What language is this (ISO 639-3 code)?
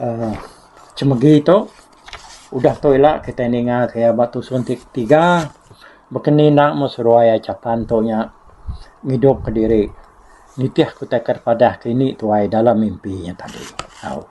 iba